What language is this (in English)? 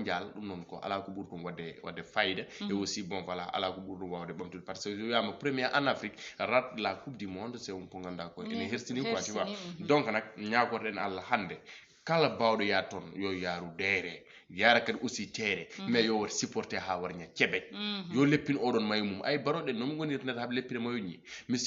Fula